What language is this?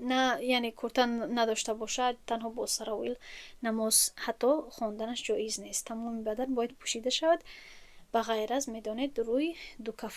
Tajik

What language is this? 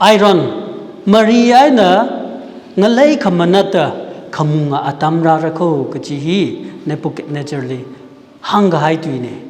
Tangkhul Naga (India)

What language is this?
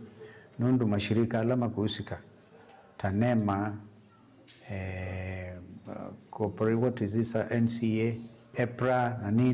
Kamba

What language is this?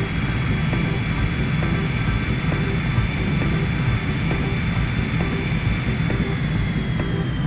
Japanese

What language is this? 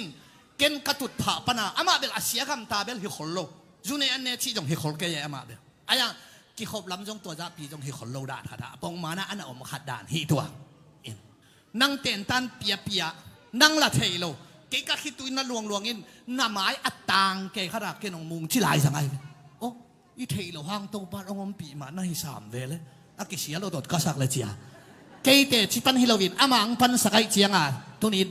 Tedim Chin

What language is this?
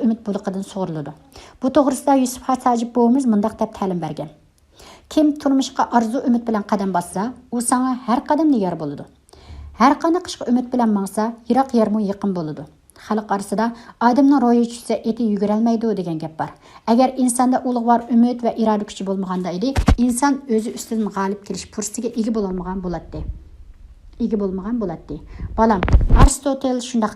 Uyghur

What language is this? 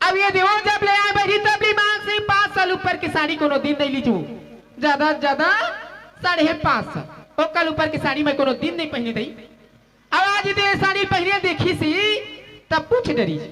Chhattisgarhi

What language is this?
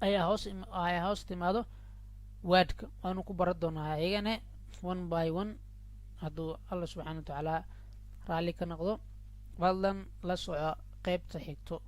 Somali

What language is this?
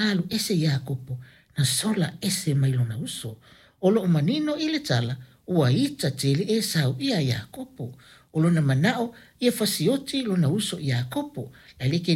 Samoan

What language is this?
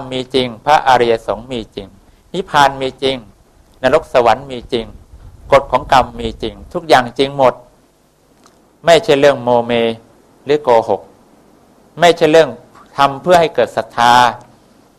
Thai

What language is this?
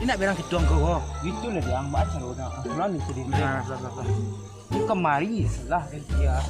Minangkabau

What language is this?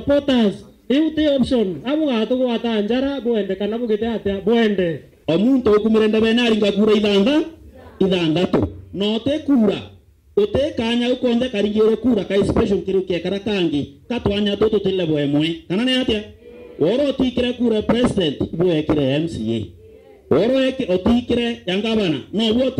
Meru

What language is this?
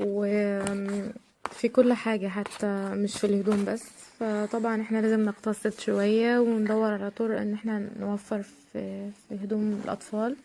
Egyptian Arabic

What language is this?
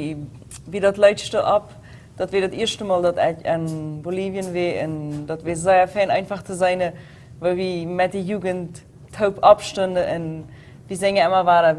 Plautdietsch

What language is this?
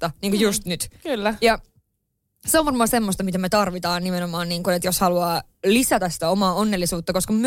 Finnish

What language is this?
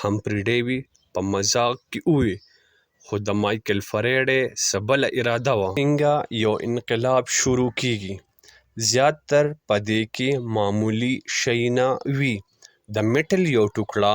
Pashto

